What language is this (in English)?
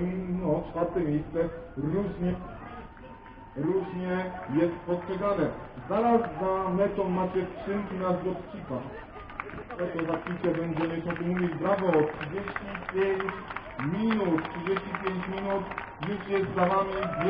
Polish